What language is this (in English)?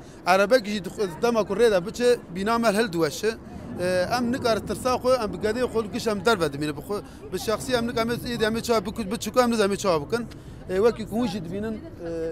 Kurdish